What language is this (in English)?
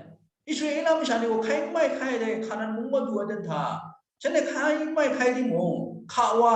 Kachin